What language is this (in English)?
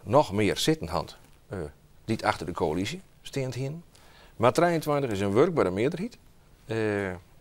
Western Frisian